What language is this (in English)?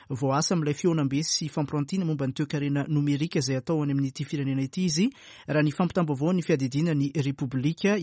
Malagasy